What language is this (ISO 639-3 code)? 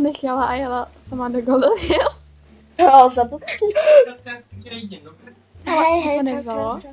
ces